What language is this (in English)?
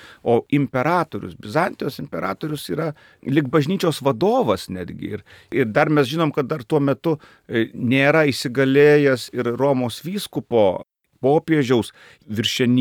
Lithuanian